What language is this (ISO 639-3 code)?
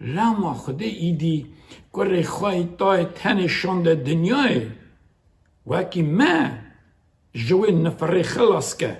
kur